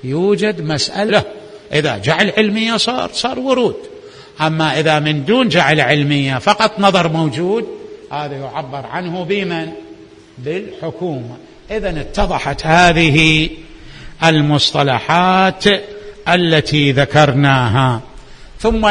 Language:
Mesopotamian Arabic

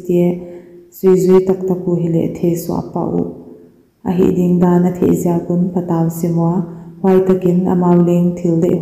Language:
Paite Chin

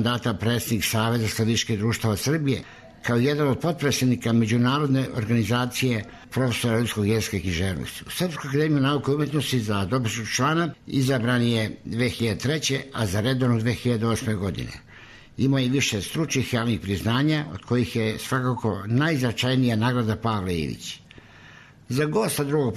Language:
Serbian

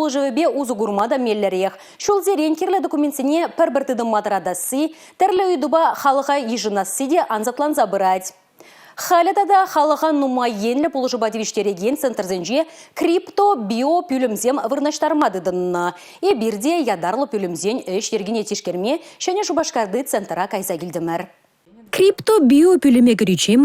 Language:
Chuvash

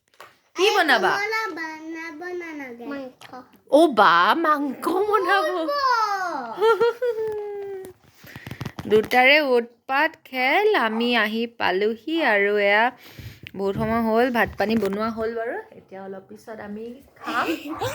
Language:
Assamese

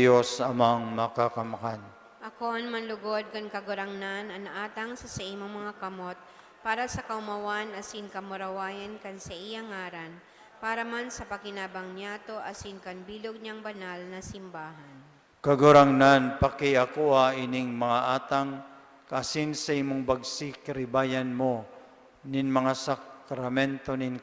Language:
Bikol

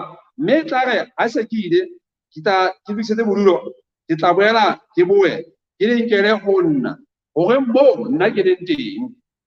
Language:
Southern Sotho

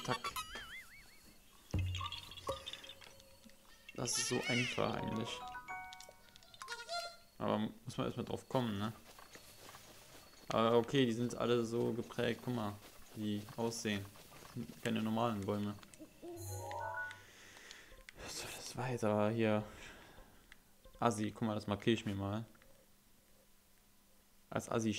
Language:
German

